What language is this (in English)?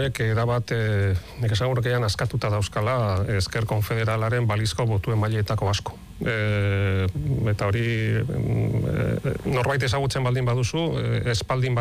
Basque